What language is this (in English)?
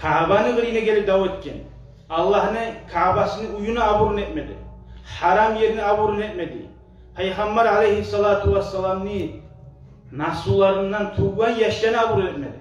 Kumyk